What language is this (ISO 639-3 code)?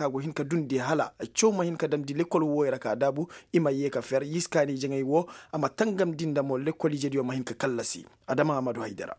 ses